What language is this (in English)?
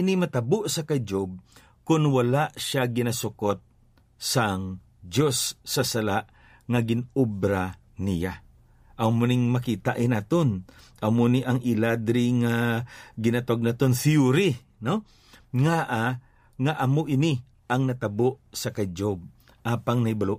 Hiligaynon